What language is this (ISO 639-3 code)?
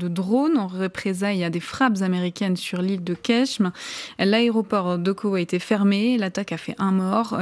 fra